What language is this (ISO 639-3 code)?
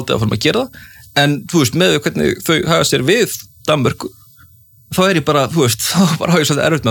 isl